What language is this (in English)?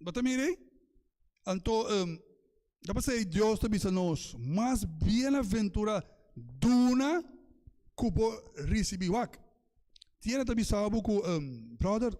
Papiamento